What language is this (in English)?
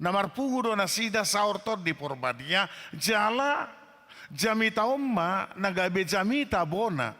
Batak Toba